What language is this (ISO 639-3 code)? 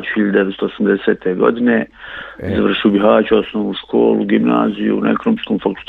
bos